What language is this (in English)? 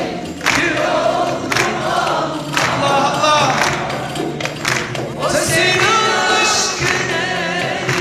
Turkish